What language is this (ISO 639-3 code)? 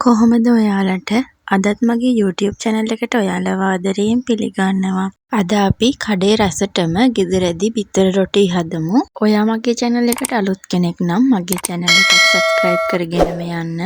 sin